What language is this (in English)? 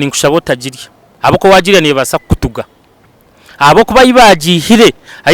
Nyankole